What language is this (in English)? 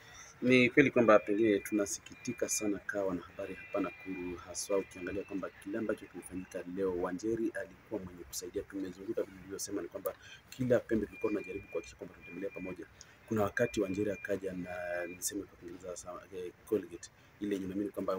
Swahili